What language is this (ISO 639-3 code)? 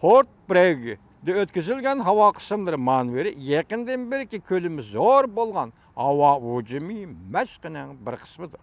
uig